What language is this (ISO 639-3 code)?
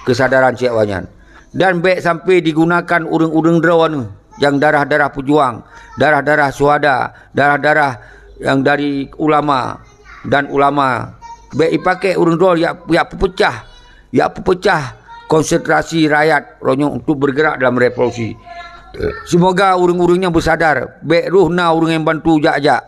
ace